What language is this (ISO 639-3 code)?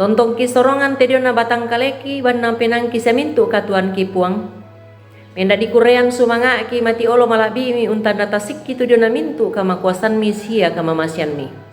sda